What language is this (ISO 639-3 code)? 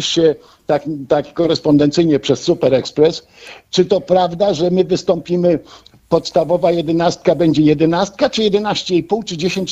pol